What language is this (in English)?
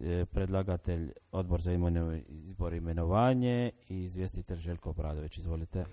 Croatian